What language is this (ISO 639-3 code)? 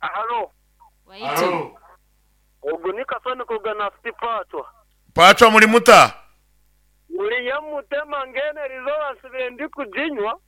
nyn